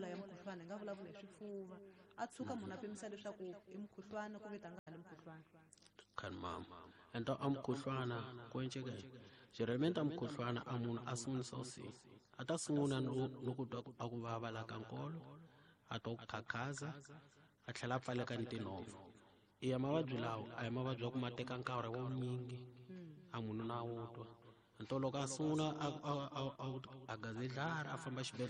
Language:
Tsonga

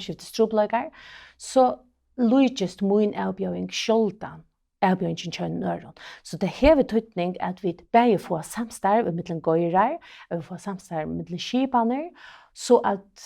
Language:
Faroese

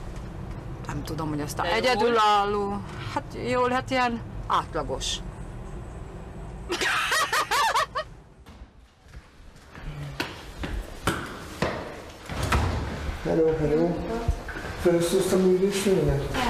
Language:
Hungarian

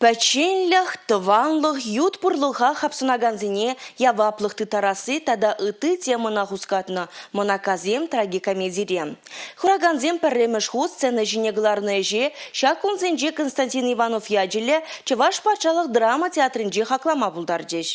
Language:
Chuvash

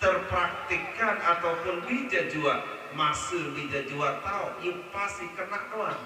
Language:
Sasak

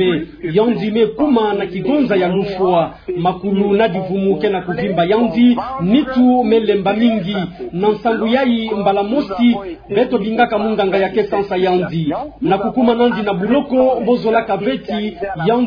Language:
Kituba (Democratic Republic of Congo)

